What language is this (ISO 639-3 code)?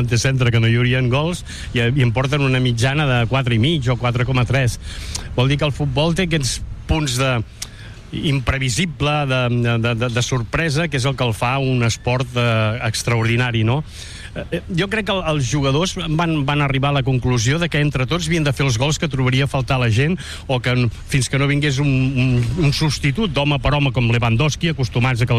cat